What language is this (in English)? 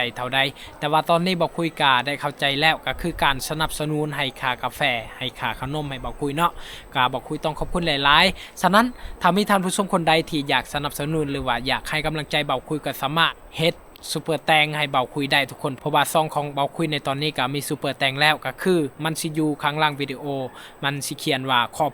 Lao